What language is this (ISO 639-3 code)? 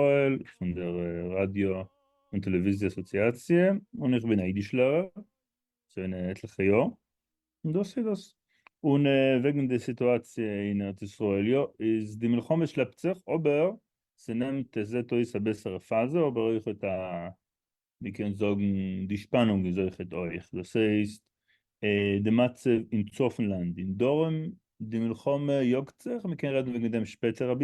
yid